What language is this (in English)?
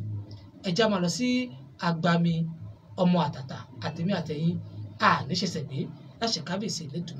Yoruba